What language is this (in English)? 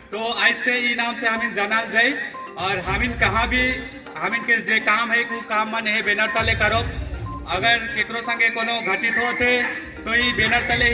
Sadri